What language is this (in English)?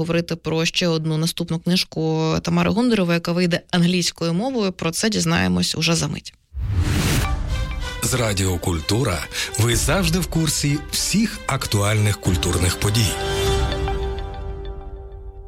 Ukrainian